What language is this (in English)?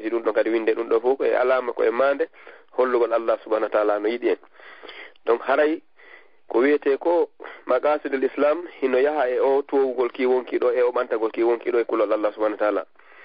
Fula